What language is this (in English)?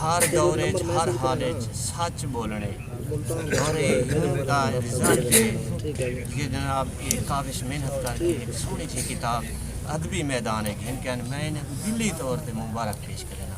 Saraiki